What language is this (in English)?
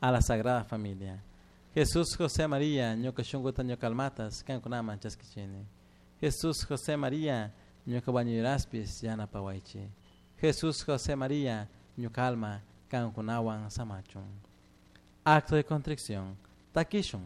Chimborazo Highland Quichua